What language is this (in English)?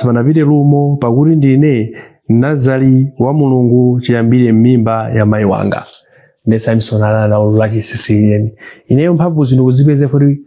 Nyanja